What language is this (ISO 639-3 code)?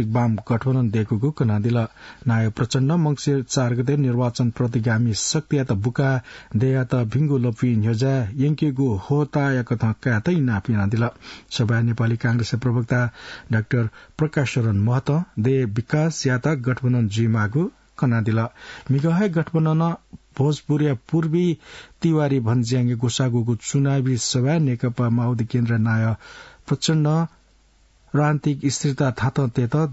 new